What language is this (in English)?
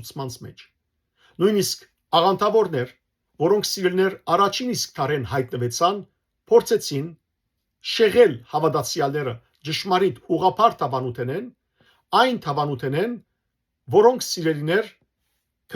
Western Armenian